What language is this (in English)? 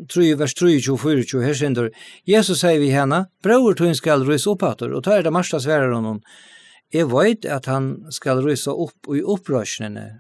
Faroese